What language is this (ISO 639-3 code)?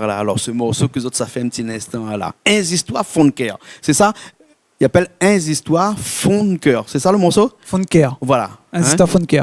rcf